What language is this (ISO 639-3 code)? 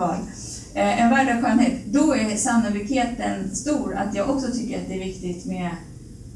swe